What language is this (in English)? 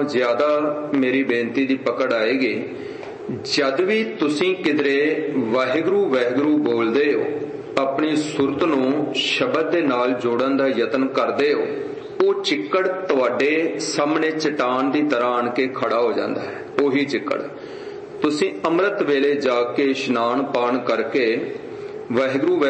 Punjabi